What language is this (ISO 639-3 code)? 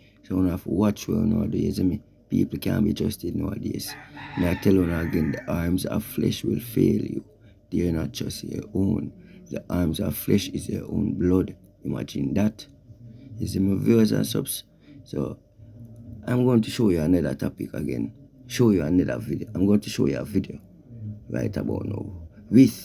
jam